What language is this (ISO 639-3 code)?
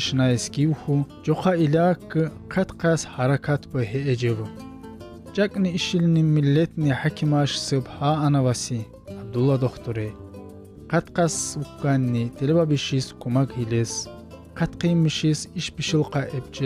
tkr